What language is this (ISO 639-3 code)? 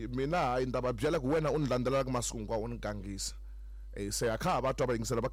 tso